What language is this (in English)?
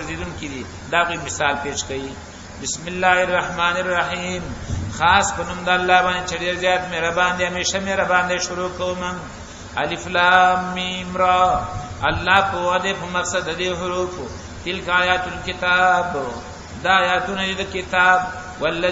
Pashto